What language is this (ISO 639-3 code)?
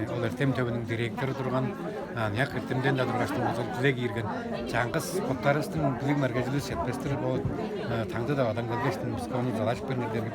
tyv